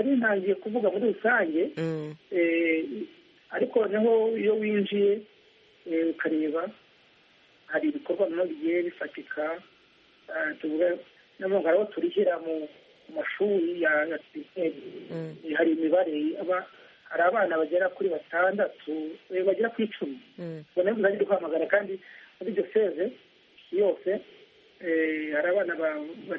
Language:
Kinyarwanda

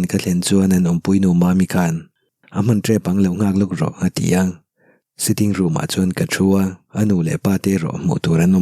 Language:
Mizo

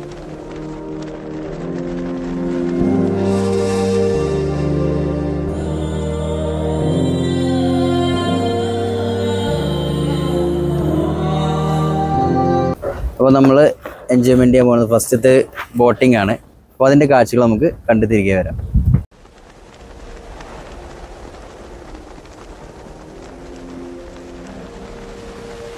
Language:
Malayalam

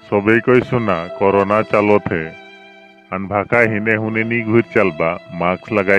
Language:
Sadri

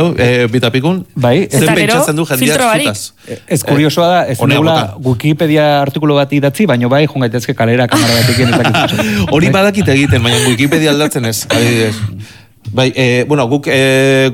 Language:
Basque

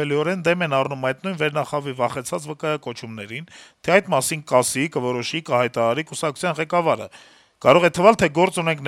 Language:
Armenian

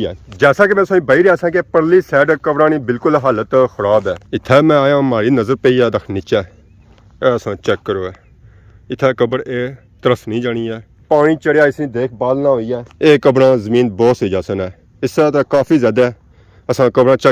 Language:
Pahari-Potwari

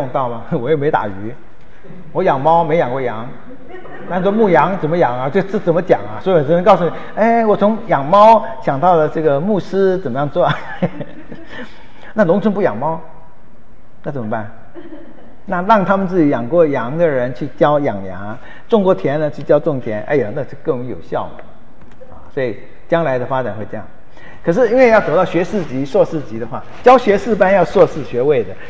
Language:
Chinese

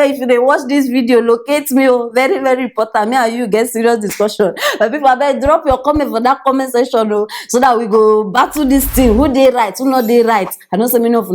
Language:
Nigerian Pidgin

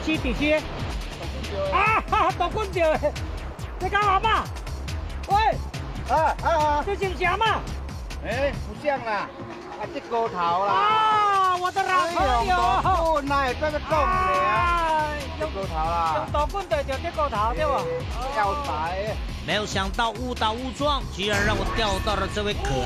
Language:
Chinese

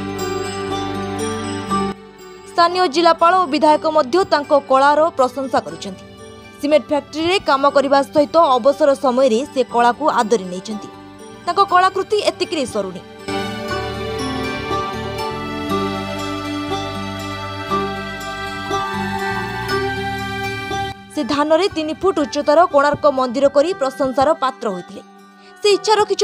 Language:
Odia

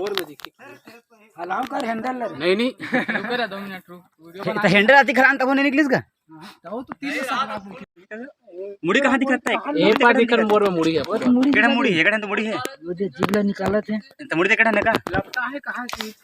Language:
Chhattisgarhi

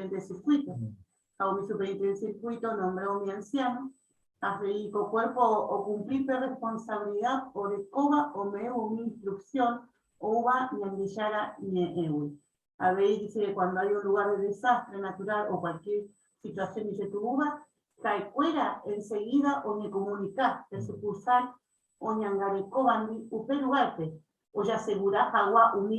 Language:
Guarani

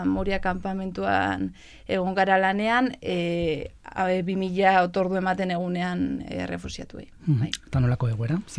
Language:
Basque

